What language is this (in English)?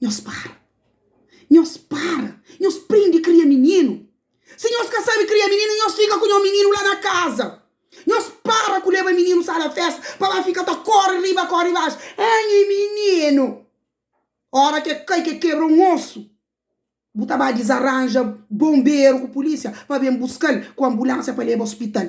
Kabuverdianu